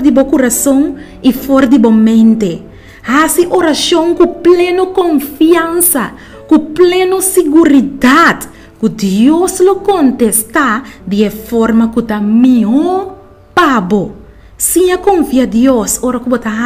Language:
Papiamento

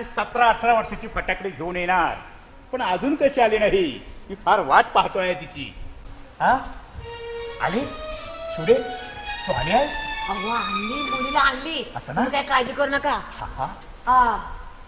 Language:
Marathi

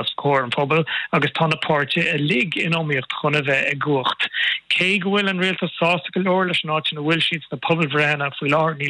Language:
Irish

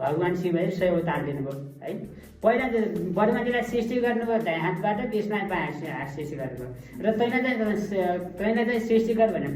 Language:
Nepali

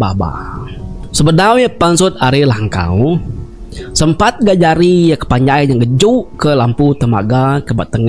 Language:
Iban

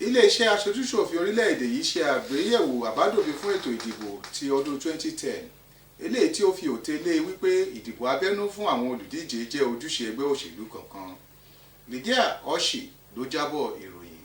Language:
Yoruba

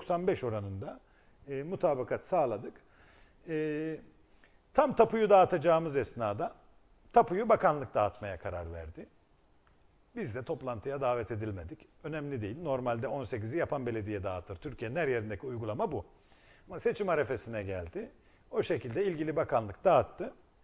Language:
Turkish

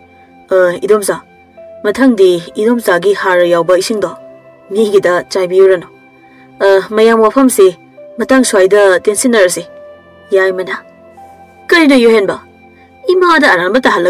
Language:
Manipuri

